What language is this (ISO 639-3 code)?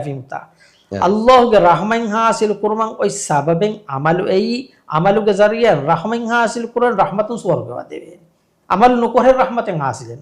div